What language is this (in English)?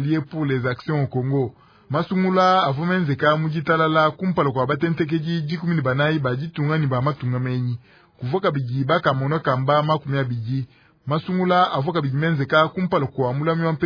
Luba-Lulua